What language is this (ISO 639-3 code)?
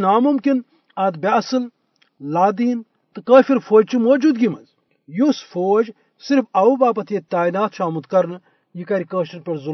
kas